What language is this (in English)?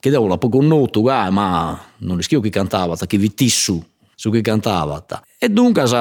Sardinian